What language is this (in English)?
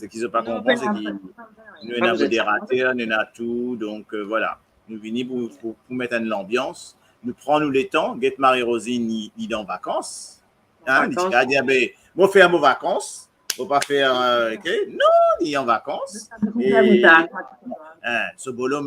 Morisyen